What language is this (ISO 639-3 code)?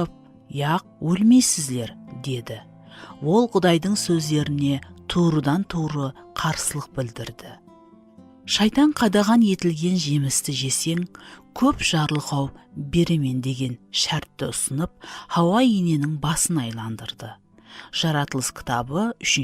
kaa